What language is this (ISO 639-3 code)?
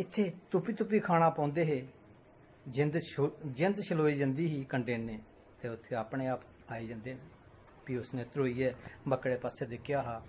doi